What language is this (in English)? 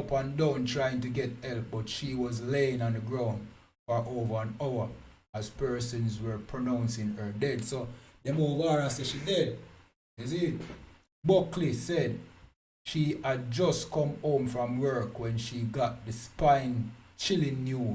Jamaican Creole English